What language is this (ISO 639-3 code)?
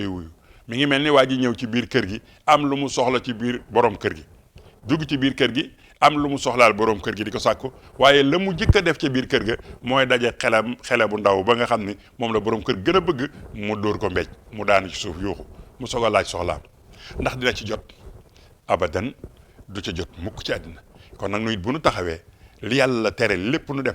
wol